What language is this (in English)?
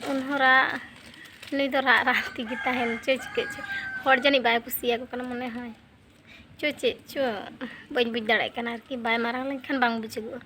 Santali